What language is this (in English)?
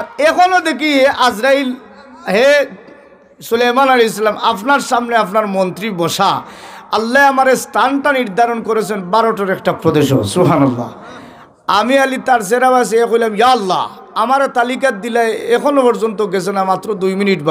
Sylheti